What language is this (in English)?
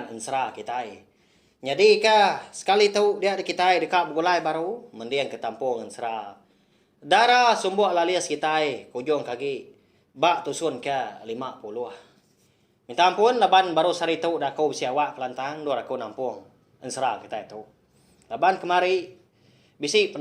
Iban